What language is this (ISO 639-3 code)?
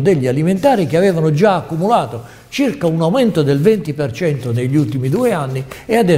ita